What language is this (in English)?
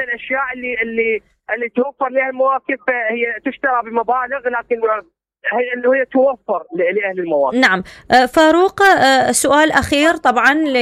Mesopotamian Arabic